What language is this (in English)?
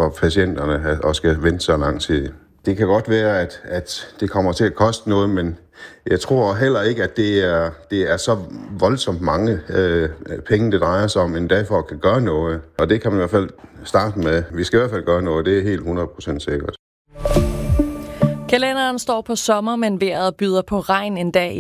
Danish